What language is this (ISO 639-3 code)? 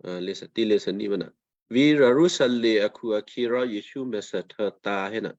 kyu